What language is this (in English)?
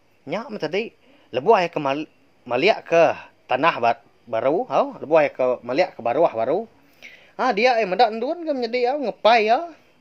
Iban